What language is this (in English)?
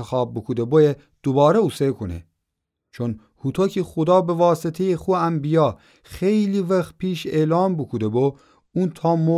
Gilaki